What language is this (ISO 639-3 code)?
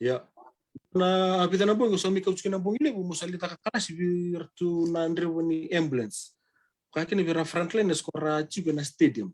fij